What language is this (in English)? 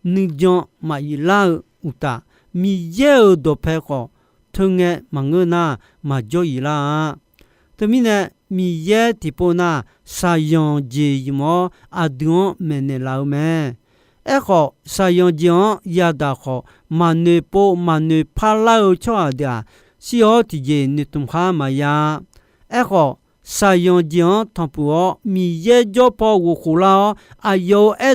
Akha